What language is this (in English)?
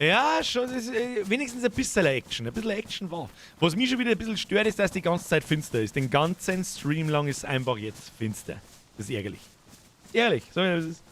Bavarian